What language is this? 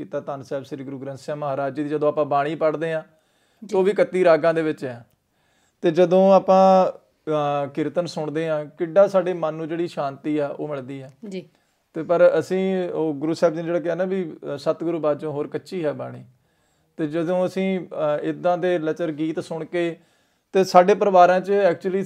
Punjabi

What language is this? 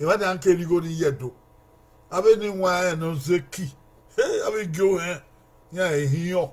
Bini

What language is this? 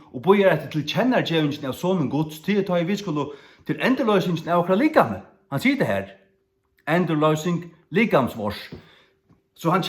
Faroese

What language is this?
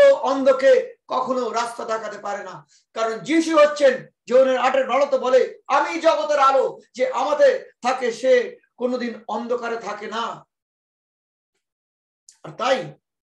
Bangla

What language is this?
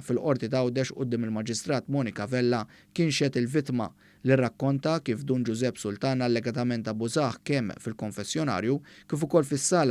Maltese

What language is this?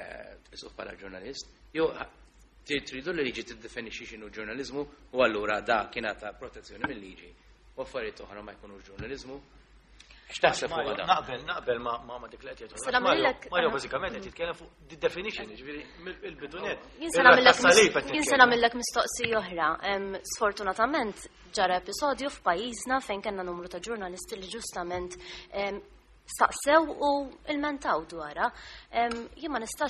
Maltese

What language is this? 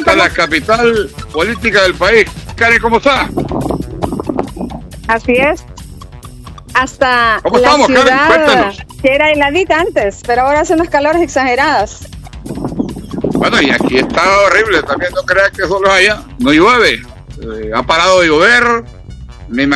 Spanish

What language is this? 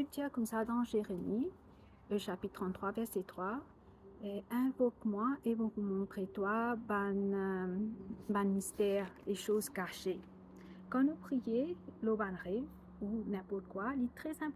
Morisyen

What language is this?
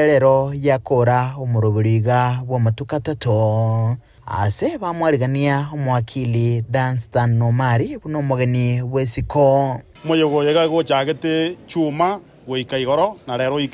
Gusii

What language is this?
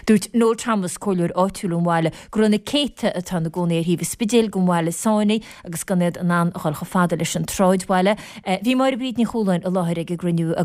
Irish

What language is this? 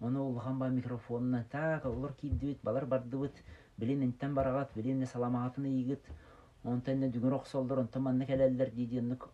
Yakut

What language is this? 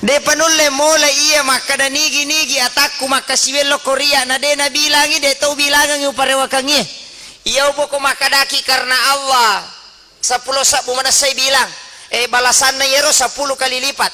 Buginese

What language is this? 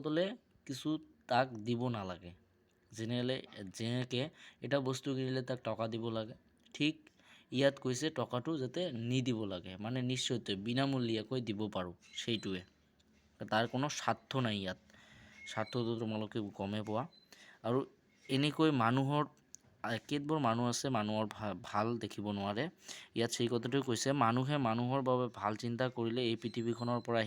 Assamese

